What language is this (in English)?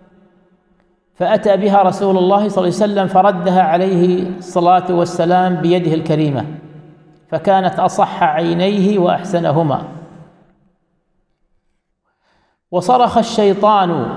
Arabic